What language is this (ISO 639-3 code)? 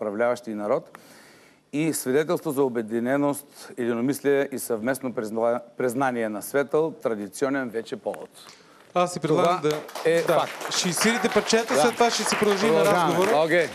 bul